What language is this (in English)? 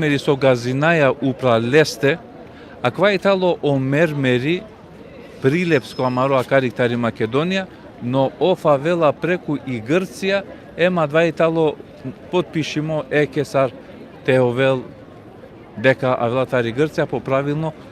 Balkan Romani